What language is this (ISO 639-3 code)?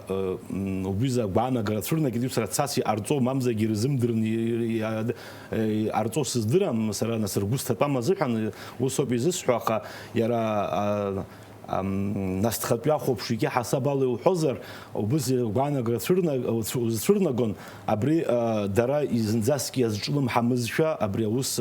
abk